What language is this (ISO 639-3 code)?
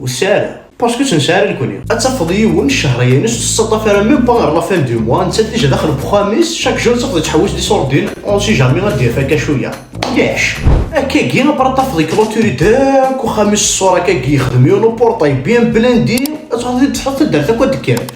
kab